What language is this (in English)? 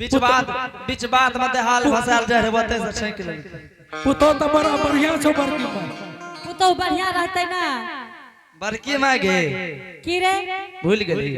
Angika